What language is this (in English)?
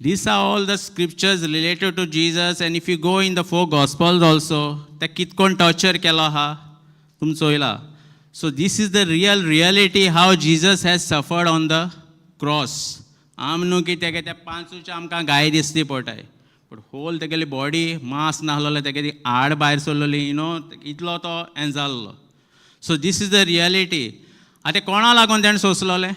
Konkani